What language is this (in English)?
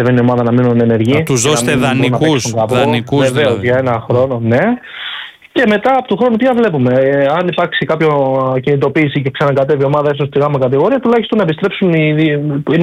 Greek